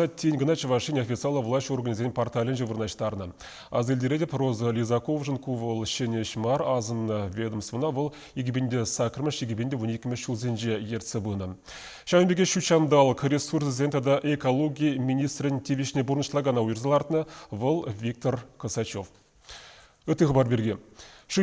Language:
Chuvash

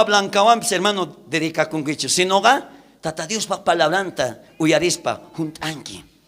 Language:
South Bolivian Quechua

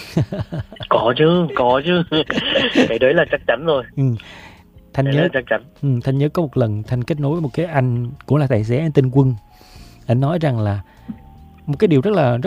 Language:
Vietnamese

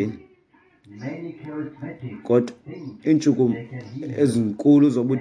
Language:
Xhosa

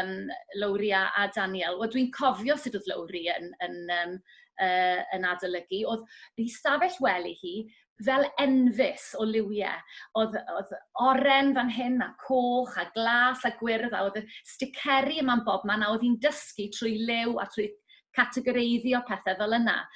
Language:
Welsh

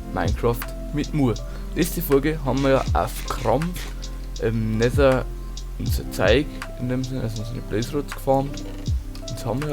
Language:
Bavarian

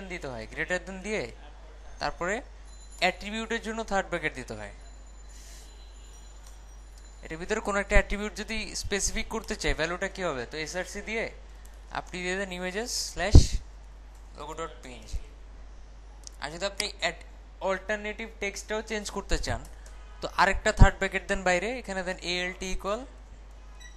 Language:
Bangla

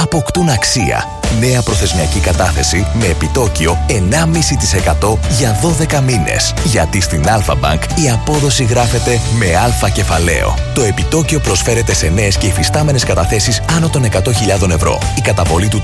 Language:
Greek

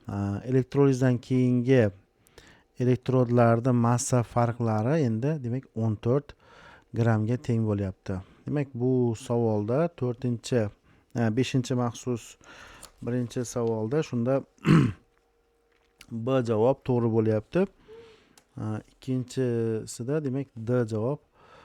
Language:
Uzbek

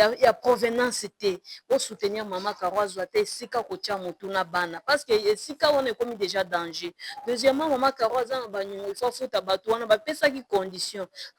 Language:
Lingala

